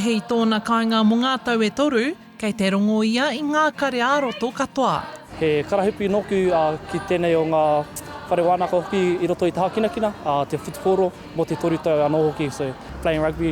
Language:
Māori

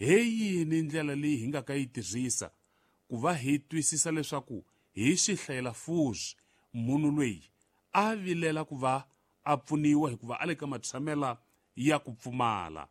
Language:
Tsonga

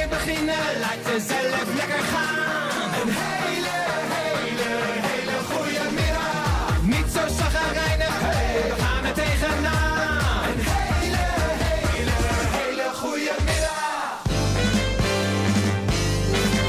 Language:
Dutch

